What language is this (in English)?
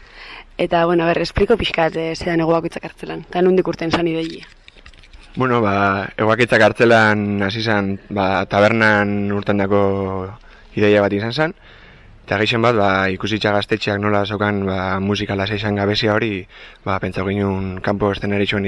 Basque